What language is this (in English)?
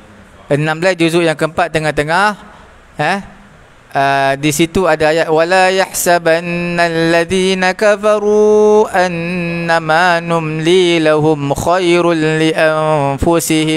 Malay